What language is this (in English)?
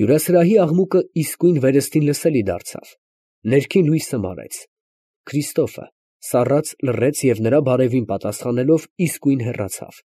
Armenian